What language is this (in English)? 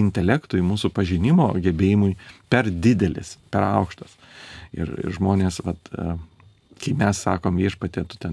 Lithuanian